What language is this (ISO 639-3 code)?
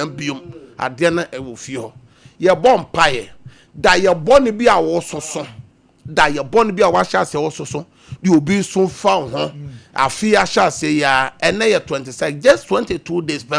aka